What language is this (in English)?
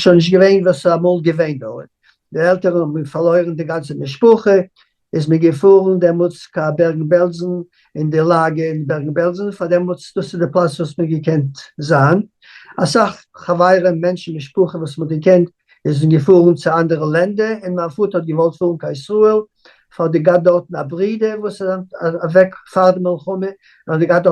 Yiddish